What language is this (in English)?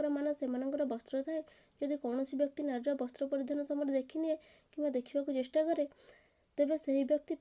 Odia